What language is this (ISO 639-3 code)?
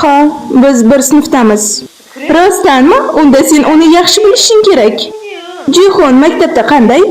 uzb